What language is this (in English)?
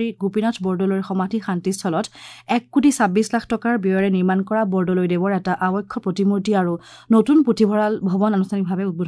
Assamese